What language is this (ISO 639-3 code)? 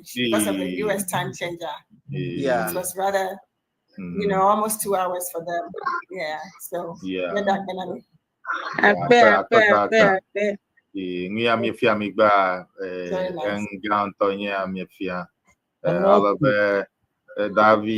ewe